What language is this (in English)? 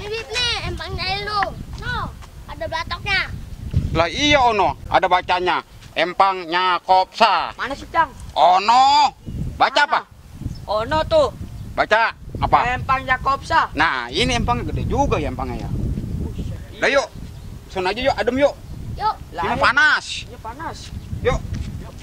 Betawi